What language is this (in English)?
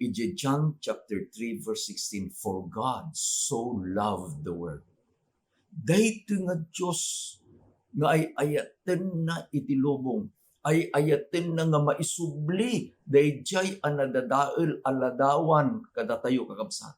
Iloko